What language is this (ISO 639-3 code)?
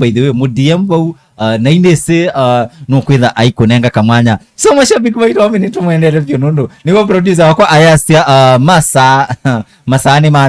kam